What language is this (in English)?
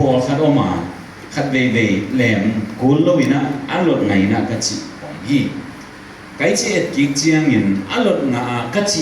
Tedim Chin